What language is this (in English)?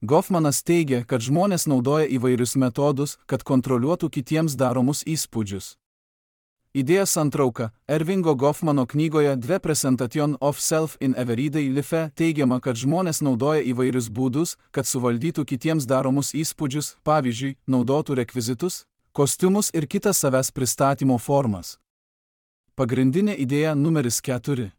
Lithuanian